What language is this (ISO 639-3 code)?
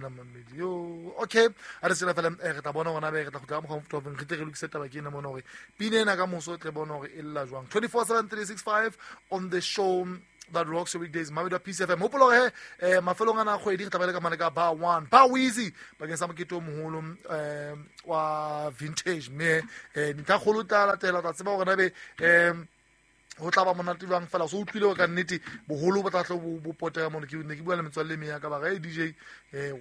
sot